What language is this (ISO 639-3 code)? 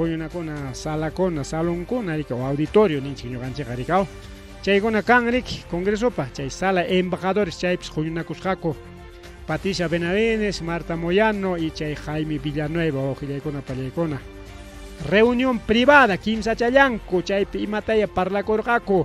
quy